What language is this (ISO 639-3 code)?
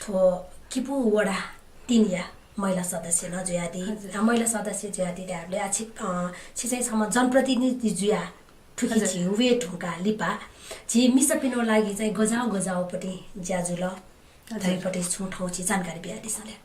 new